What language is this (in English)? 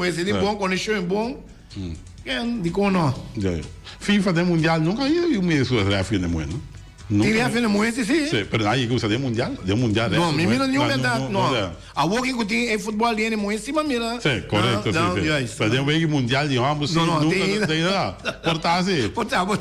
Papiamento